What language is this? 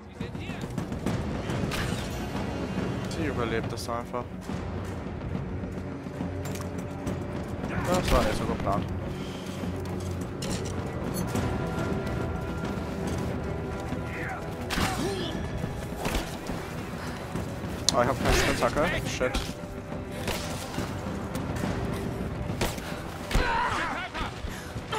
German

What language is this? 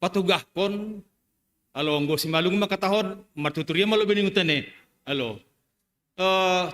Batak Simalungun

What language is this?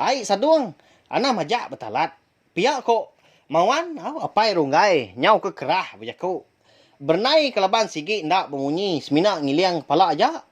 Iban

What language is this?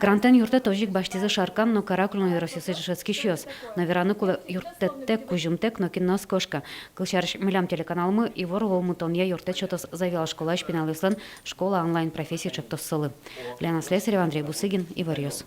Udmurt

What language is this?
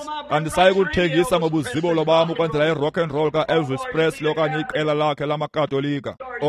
Xhosa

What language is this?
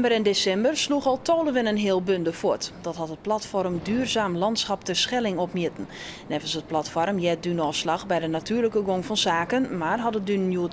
Western Frisian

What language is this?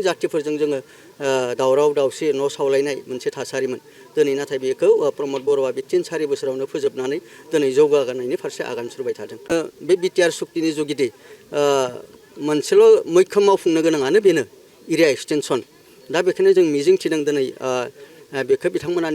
Bodo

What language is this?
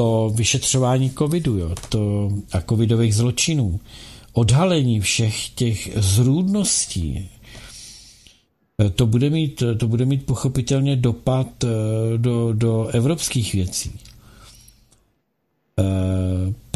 Czech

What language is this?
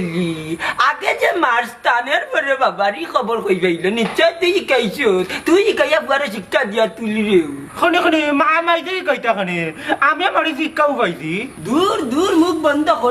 Sylheti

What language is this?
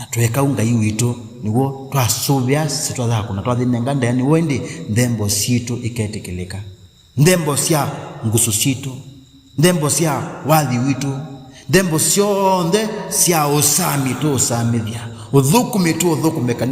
Kamba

